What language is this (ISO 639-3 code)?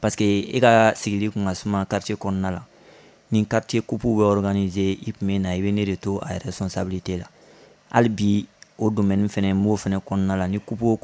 bam